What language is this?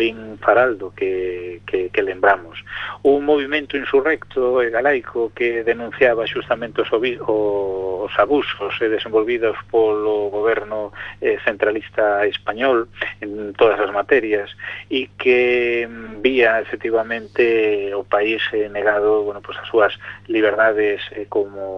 Galician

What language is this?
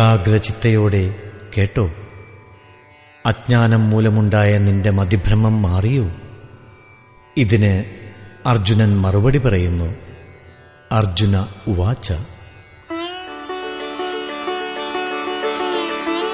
Malayalam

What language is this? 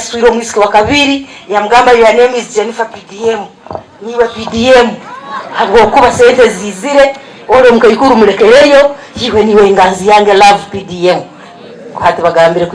Nyankole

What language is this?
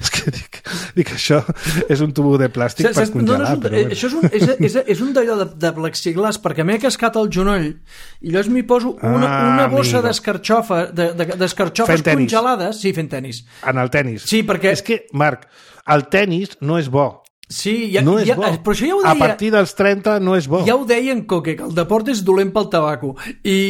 Catalan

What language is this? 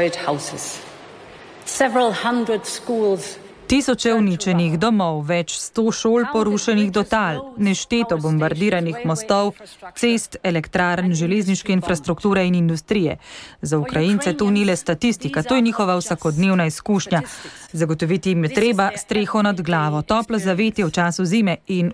Slovenian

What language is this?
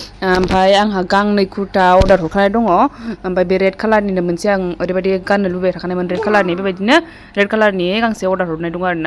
Bodo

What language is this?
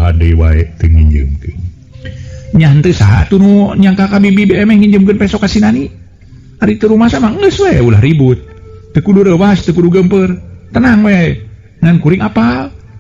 Sundanese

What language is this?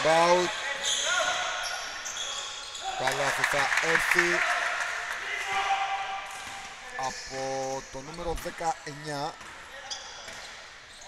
Greek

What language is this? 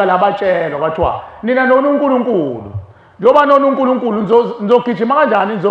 Zulu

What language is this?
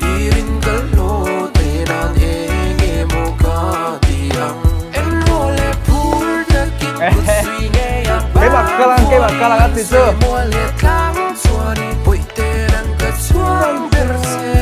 Mizo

